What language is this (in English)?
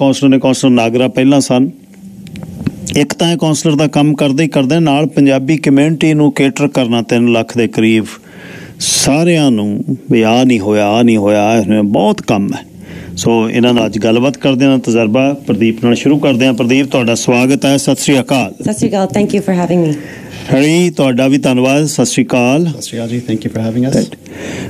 Punjabi